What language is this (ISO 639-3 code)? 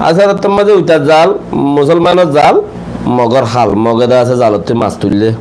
rhg